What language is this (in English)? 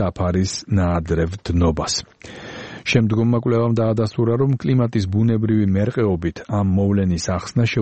Georgian